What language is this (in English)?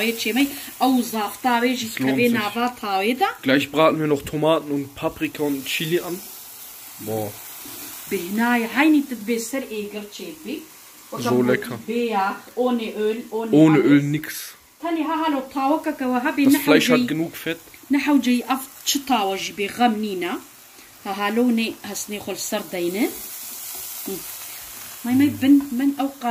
Kurdish